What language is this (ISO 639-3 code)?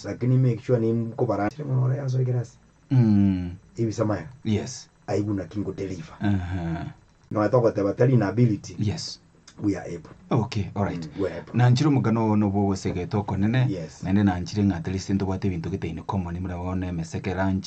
guz